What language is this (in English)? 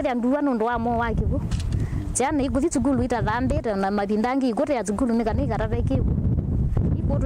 Kamba